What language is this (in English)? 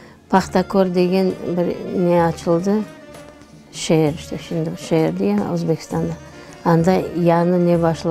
Crimean Tatar